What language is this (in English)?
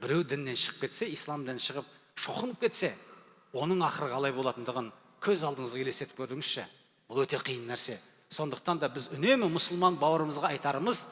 Kazakh